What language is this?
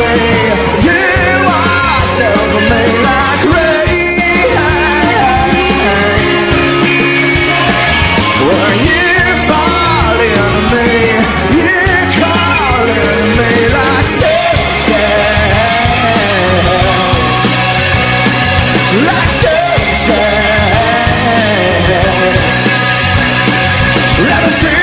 English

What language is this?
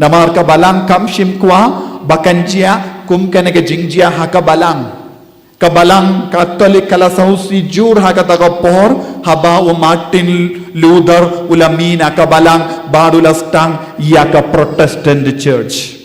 Khasi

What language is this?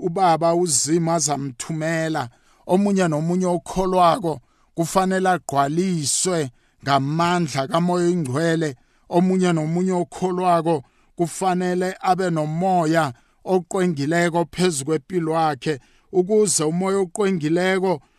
South Ndebele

